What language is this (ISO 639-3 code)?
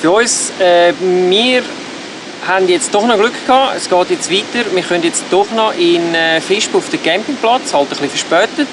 gsw